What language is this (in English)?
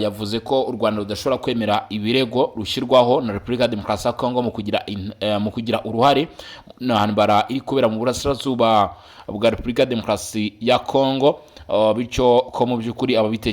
Kinyarwanda